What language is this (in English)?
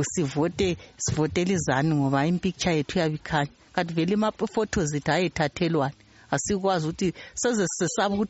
North Ndebele